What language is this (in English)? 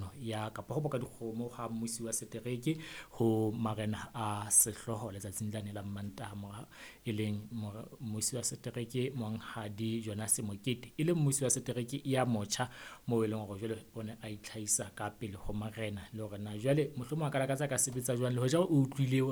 Southern Sotho